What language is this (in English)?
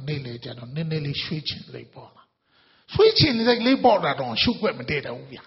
Burmese